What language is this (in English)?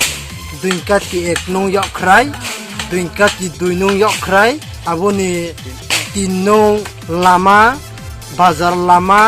Riang (India)